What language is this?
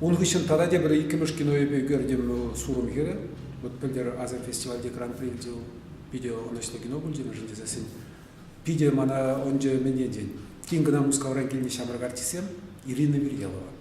Chuvash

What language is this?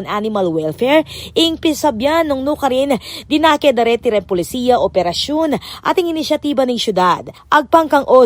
Pampanga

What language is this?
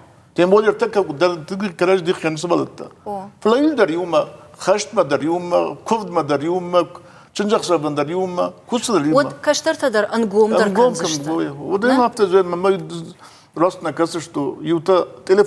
Ossetic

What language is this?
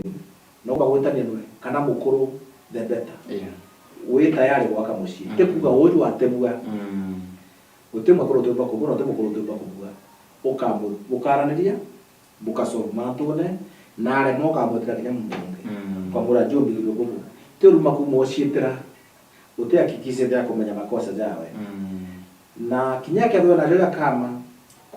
Meru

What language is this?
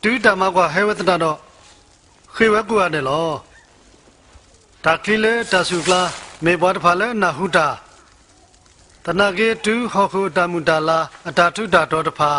S'gaw Karen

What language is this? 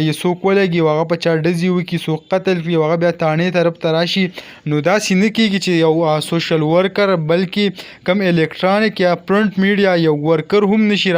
Pashto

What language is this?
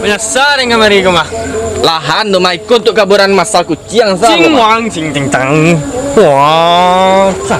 Minangkabau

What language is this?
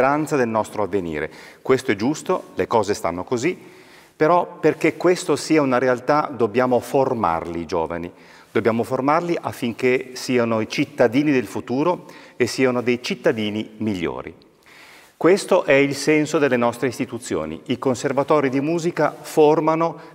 Italian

